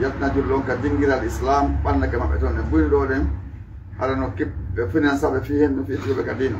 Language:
Fula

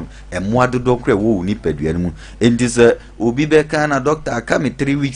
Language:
Akan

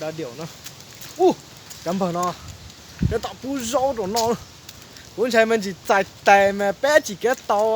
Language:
Hmong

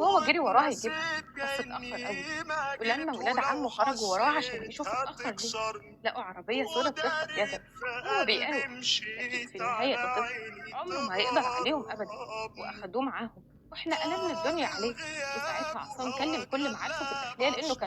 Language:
Egyptian Arabic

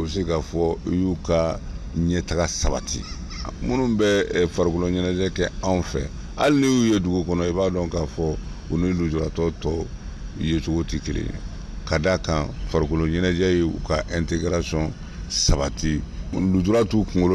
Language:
Bambara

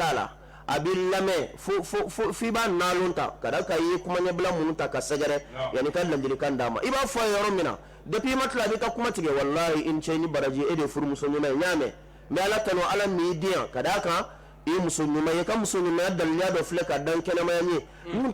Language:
Bambara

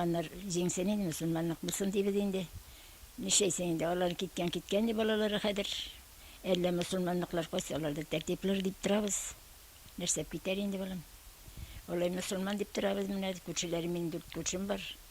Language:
Bashkir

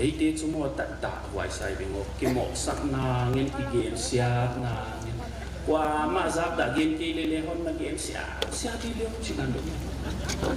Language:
Paite Chin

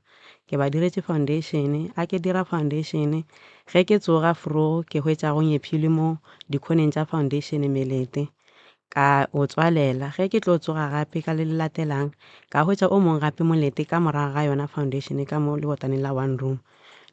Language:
Northern Sotho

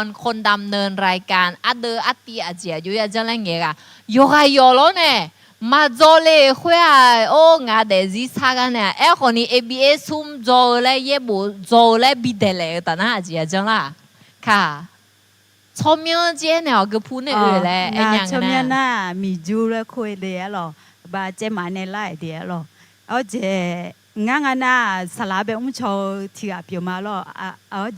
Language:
Akha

